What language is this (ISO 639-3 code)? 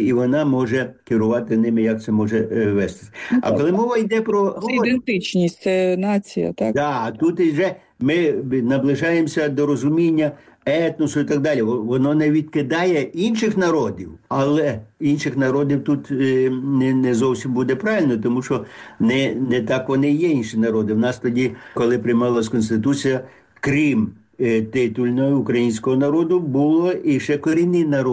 ukr